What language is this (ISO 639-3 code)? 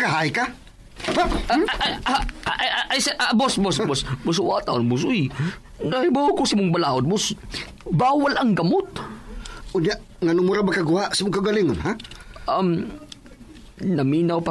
ceb